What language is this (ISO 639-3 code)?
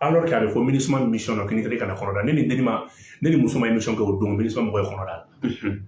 bam